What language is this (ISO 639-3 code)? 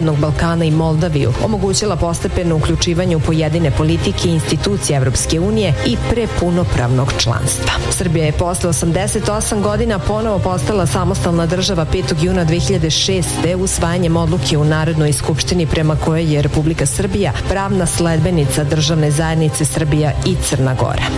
srp